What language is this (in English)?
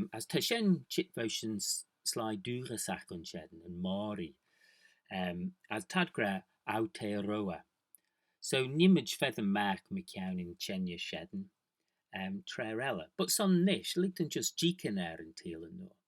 Manx